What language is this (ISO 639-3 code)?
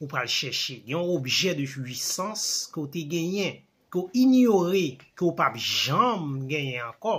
hat